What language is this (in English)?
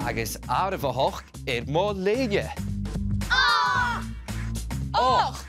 Scottish Gaelic